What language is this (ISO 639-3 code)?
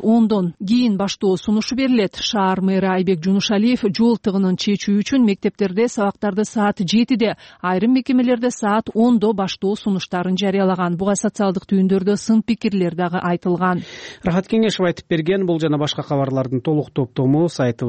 kir